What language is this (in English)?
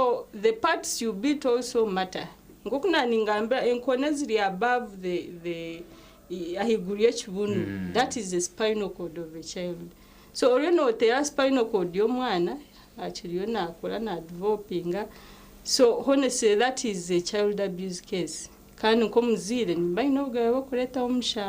Nyankole